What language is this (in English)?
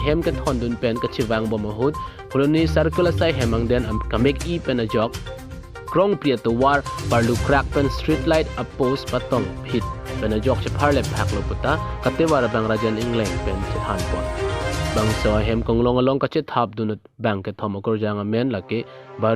Karbi